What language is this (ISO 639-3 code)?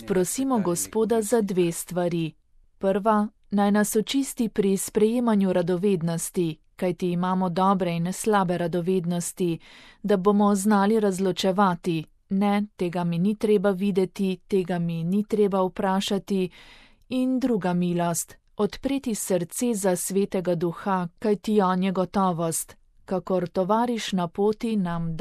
slv